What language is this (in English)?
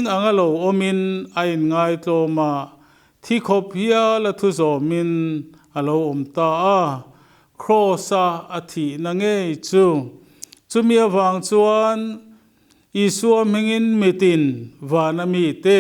Mizo